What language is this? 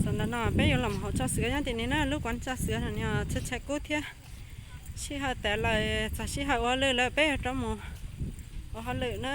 Hmong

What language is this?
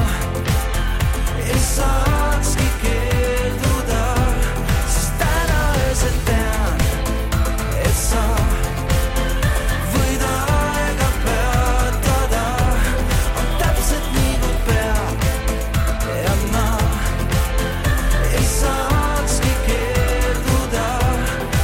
Estonian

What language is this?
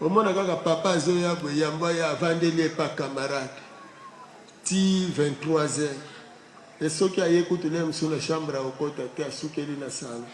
Lingala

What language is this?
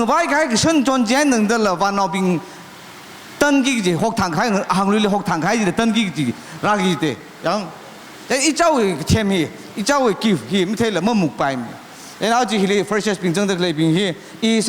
Tangkhul Naga (India)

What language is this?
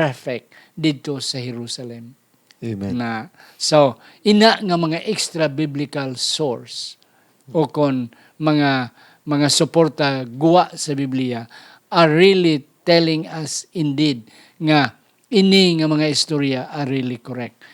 Hiligaynon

